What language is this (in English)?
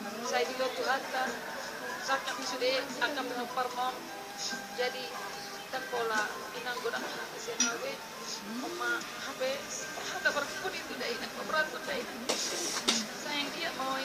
Batak Toba